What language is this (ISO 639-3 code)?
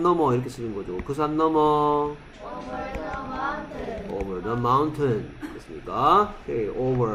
kor